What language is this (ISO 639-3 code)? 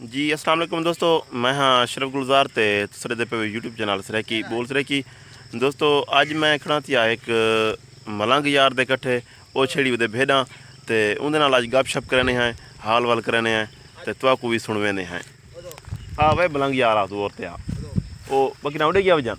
skr